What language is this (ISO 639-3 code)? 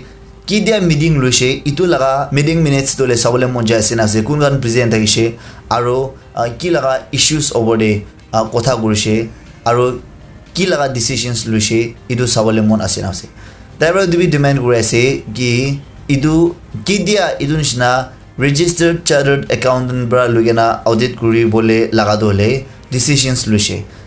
nag